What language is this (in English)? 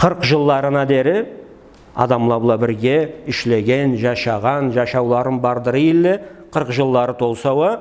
Karachay-Balkar